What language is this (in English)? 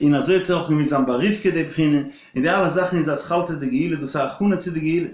Yiddish